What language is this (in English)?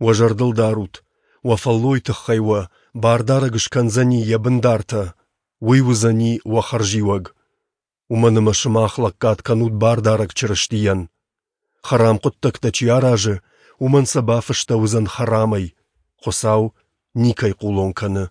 Ossetic